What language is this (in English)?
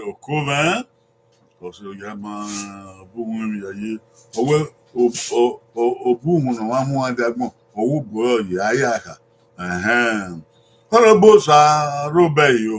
Bini